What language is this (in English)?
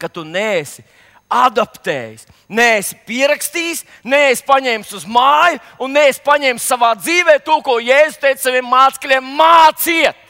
Latvian